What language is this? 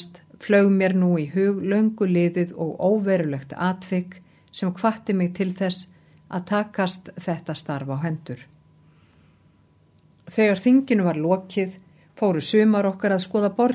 Icelandic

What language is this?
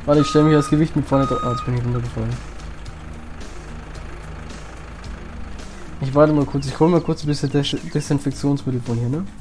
German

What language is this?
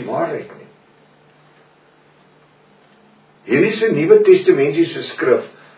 Afrikaans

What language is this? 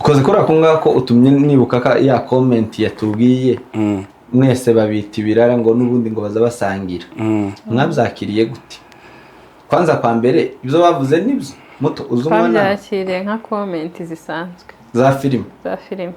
Kinyarwanda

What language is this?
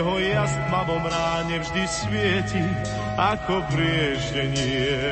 Slovak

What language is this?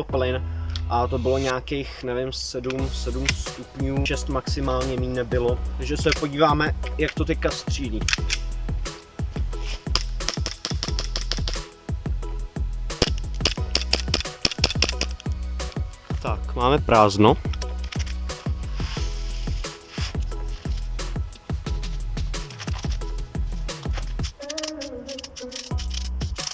Czech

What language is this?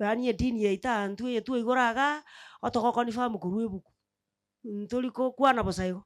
Gusii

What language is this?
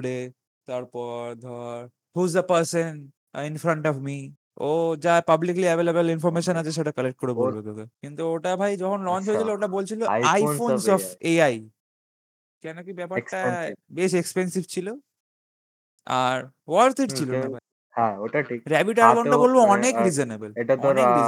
Bangla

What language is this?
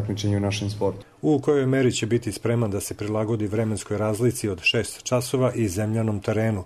Serbian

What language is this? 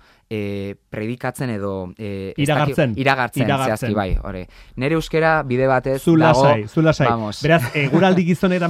Basque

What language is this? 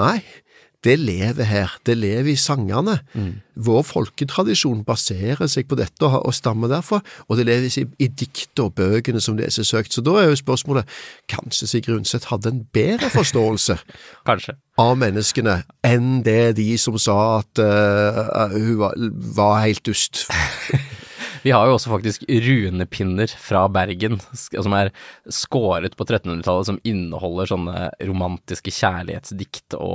Norwegian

